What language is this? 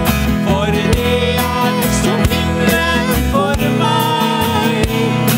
Norwegian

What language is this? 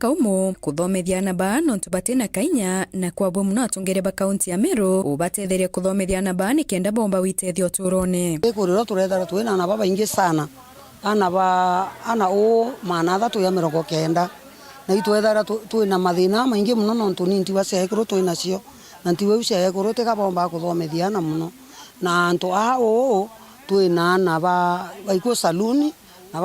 Meru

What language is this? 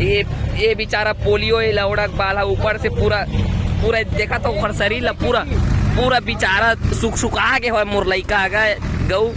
Chhattisgarhi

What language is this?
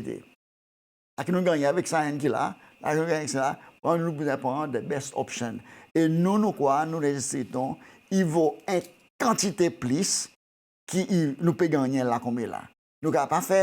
Seselwa Creole French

